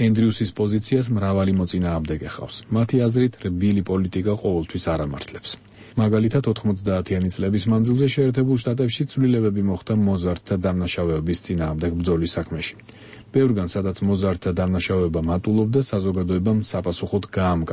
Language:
Georgian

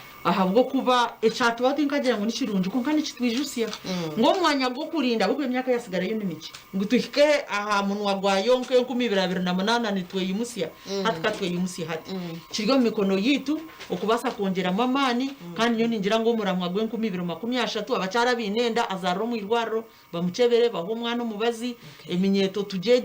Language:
Nyankole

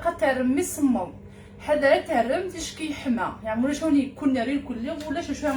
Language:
Kabyle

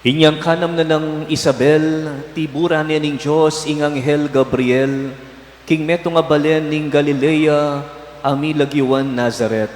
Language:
Pampanga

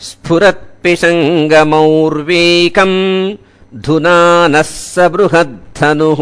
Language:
Sanskrit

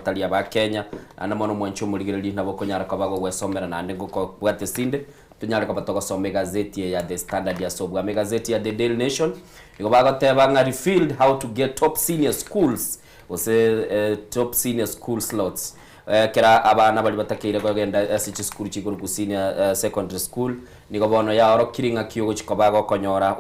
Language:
Gusii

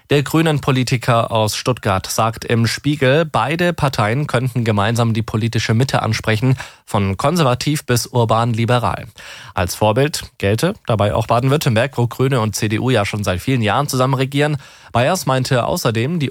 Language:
German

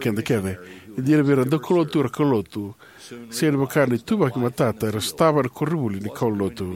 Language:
Fijian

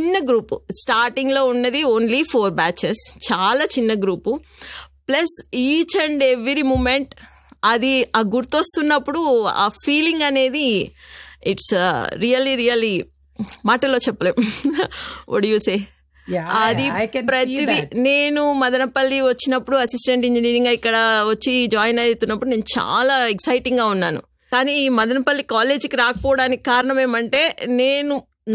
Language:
Telugu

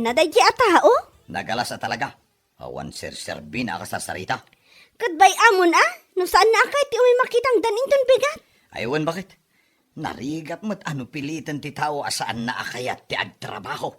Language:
Iloko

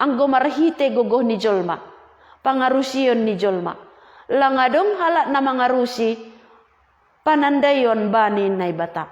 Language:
Batak Simalungun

